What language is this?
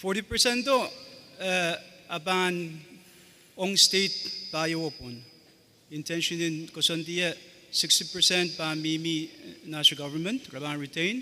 Pohnpeian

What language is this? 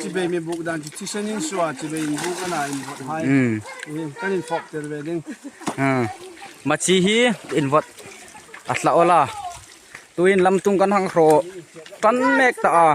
Hmar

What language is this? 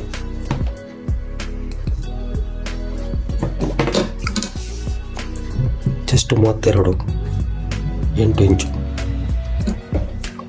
Kannada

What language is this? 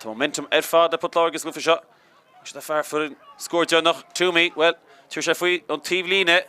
Irish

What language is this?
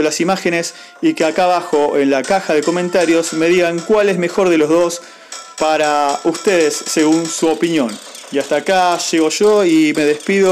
Spanish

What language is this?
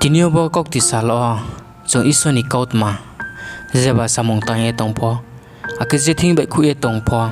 Riang (India)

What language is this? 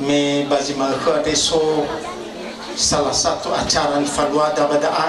Nias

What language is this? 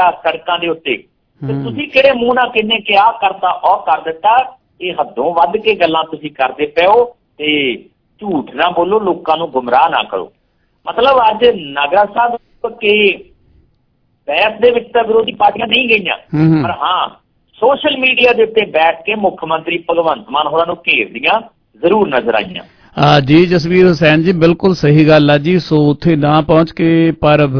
Punjabi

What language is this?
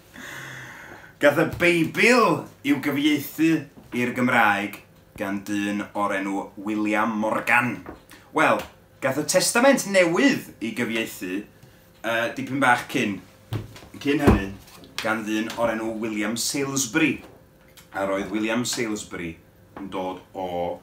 Welsh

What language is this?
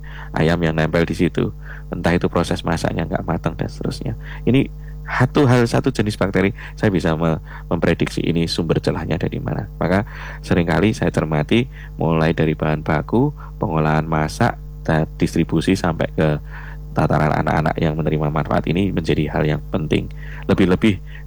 Indonesian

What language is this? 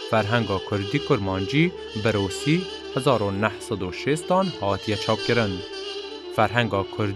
Kurdish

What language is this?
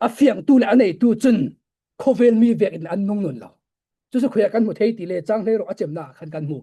Falam Chin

